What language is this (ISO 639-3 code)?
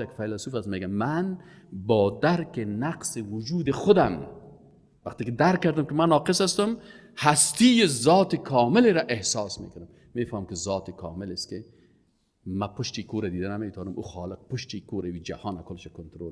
fas